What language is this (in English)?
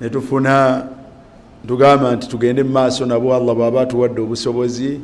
Ganda